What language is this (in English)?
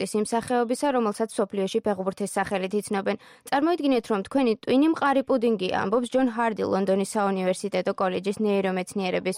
Georgian